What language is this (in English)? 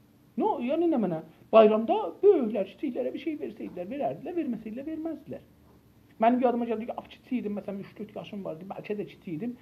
South Azerbaijani